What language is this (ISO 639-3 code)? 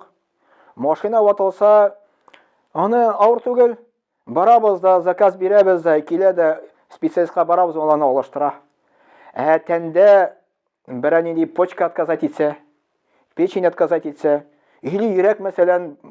tat